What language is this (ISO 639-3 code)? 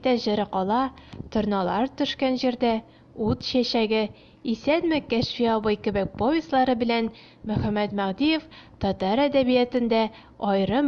tat